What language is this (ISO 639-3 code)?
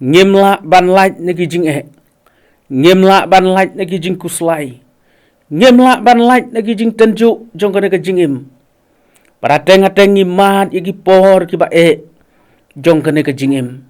kha